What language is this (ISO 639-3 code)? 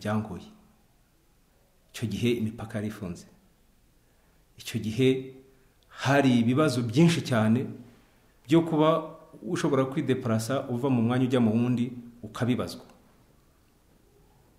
kin